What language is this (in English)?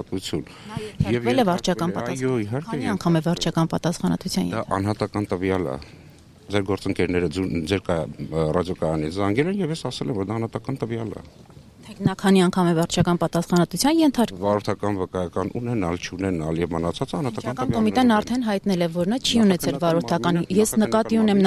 Armenian